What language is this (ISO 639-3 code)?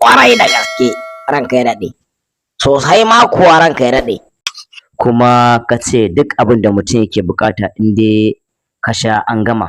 hau